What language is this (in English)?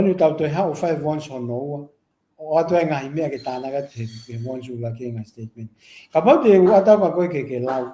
Tongan